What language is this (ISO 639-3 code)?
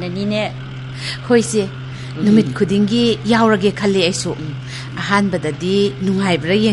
mni